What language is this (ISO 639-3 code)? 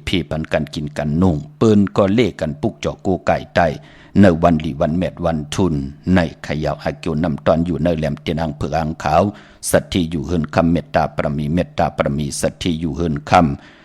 shn